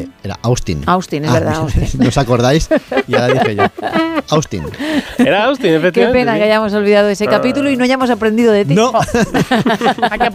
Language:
Spanish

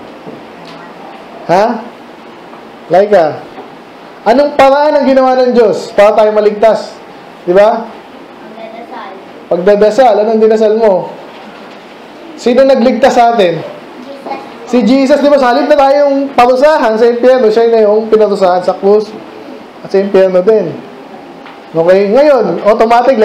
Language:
Filipino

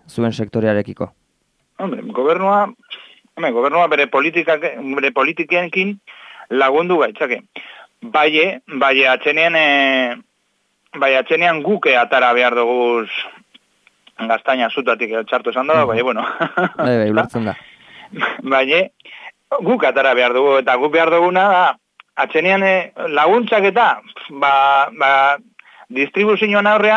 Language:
Basque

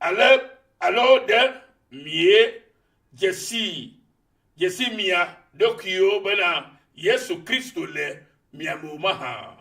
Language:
Ewe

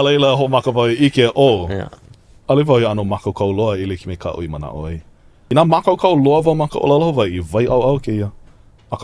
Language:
Hawaiian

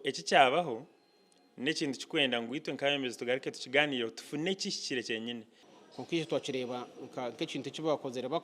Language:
Nyankole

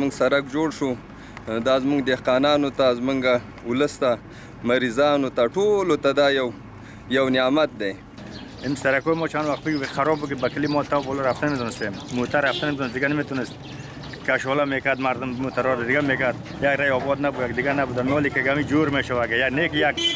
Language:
Persian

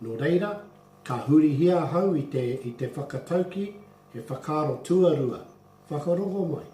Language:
Māori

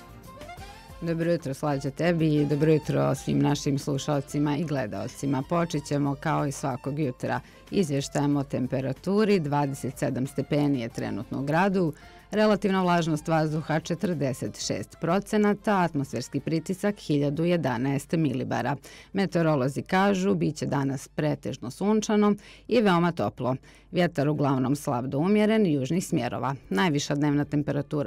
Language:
Bosnian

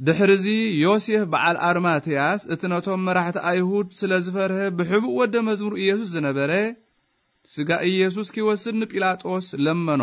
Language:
Tigrinya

